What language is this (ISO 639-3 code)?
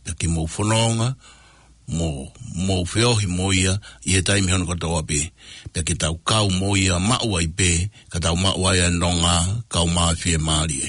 ton